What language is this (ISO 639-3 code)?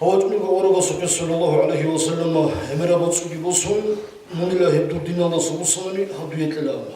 ava